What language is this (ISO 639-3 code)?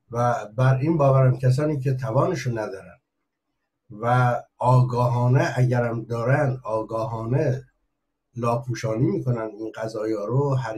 fas